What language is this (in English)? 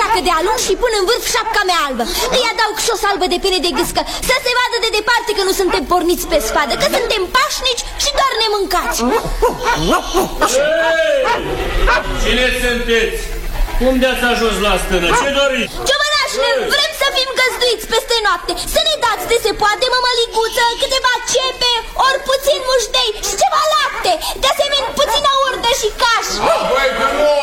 Romanian